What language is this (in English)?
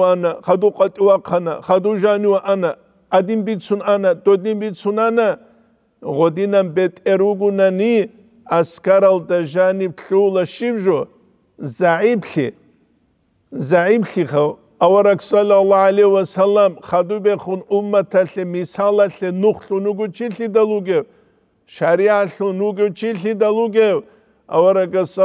Avaric